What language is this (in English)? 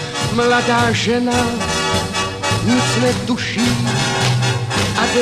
Czech